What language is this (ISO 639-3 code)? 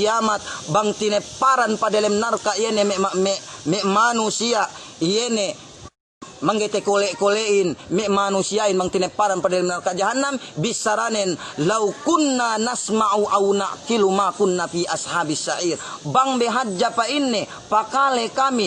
yka